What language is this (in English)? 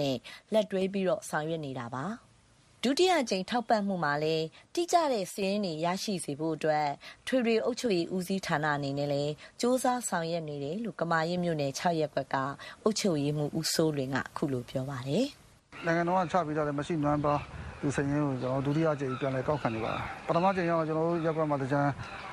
Burmese